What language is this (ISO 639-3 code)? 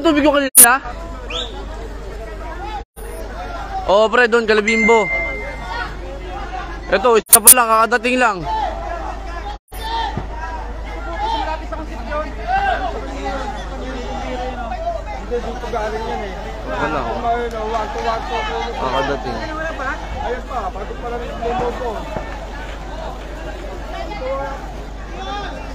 fil